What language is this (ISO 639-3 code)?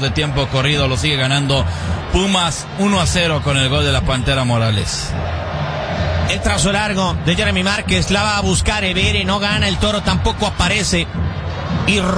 spa